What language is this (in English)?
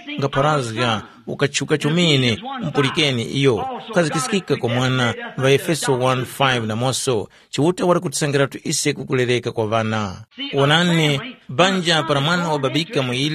Tumbuka